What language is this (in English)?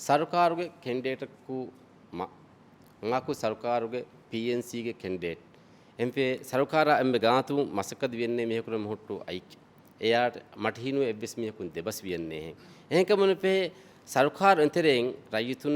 Divehi